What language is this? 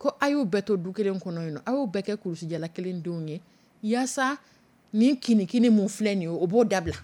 Dyula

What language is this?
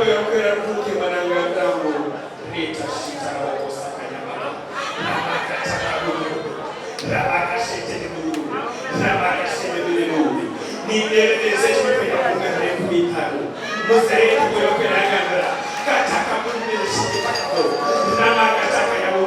Nyankole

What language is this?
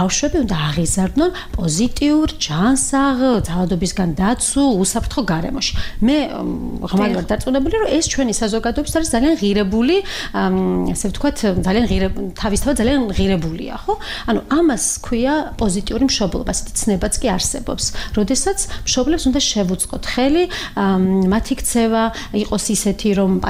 Georgian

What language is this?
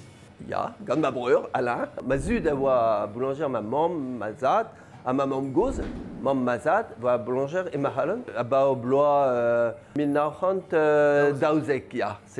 Breton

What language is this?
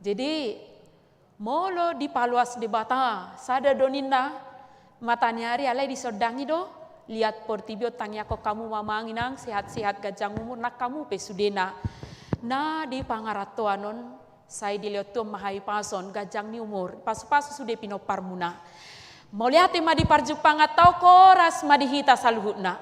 Batak Toba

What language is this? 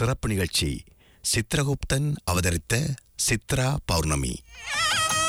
Tamil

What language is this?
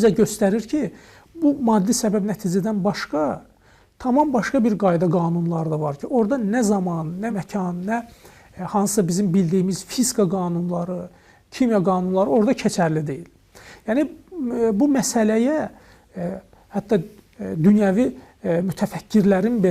Azerbaijani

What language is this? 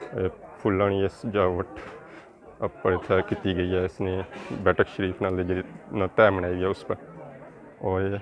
Pahari-Potwari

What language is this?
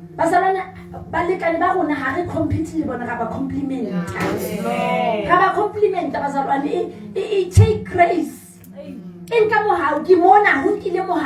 Southern Sotho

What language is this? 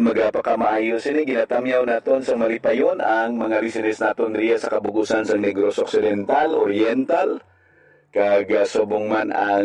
Hiligaynon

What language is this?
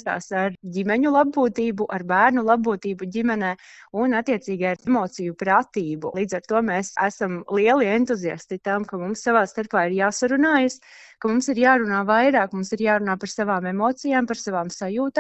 Latvian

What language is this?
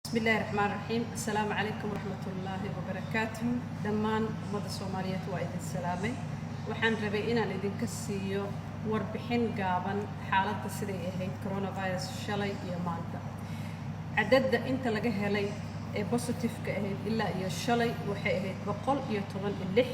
Somali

